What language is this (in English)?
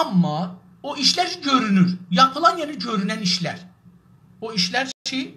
South Azerbaijani